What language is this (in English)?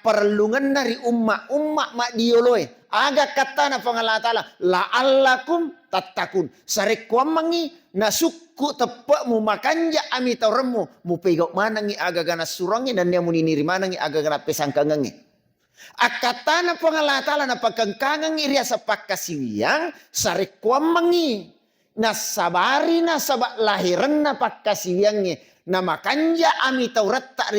Buginese